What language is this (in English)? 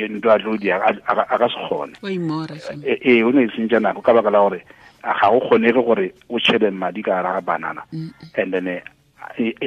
Tswana